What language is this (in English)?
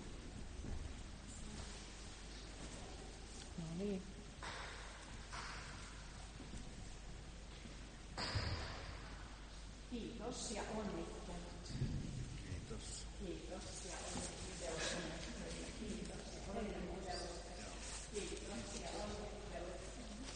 Finnish